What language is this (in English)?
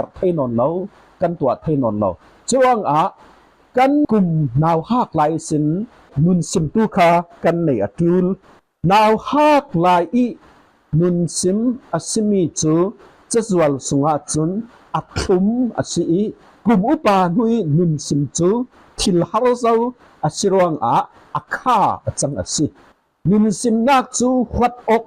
Falam Chin